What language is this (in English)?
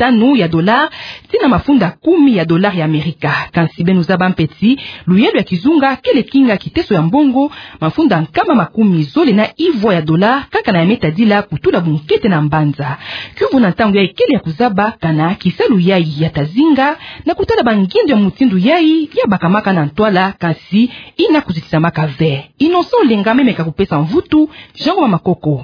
Kituba (Democratic Republic of Congo)